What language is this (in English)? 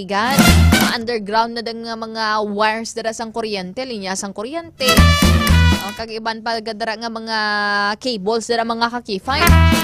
Hiligaynon